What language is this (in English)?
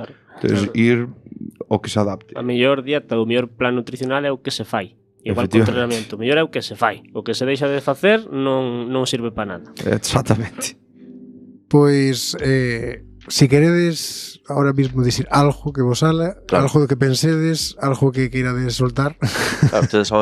Galician